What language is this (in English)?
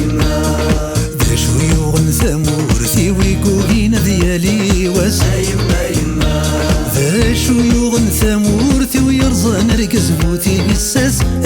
Kabyle